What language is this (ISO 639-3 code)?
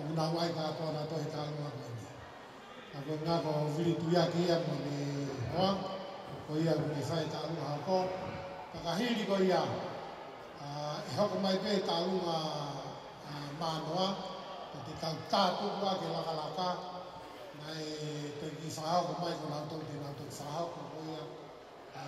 ton